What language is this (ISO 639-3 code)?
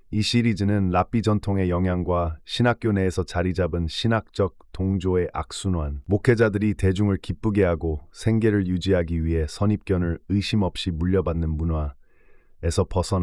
kor